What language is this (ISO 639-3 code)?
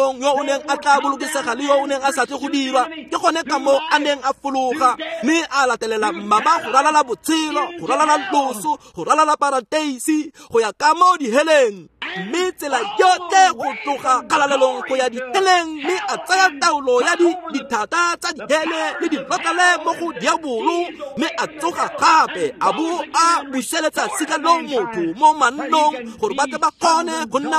tsn